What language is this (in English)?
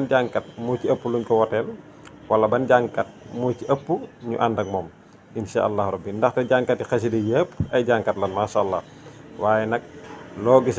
Wolof